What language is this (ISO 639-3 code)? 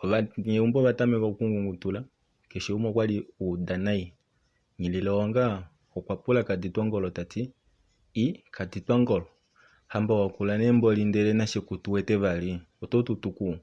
kua